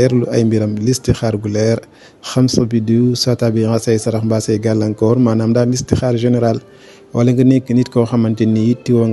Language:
Wolof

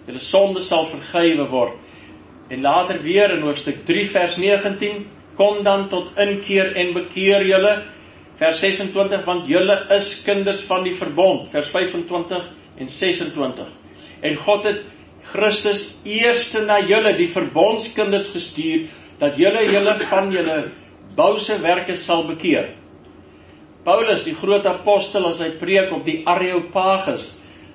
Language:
Afrikaans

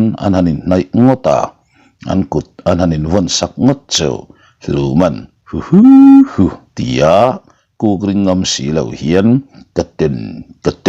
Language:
Mizo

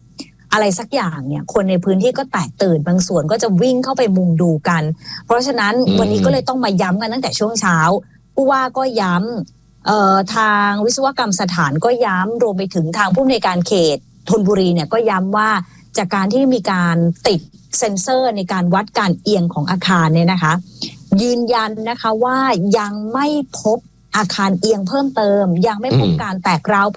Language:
Thai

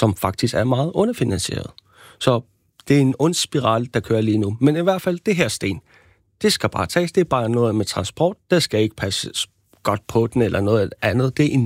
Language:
Danish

